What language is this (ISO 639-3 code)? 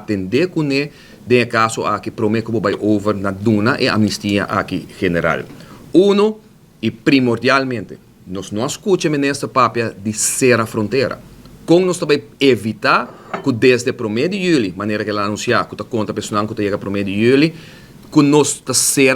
pap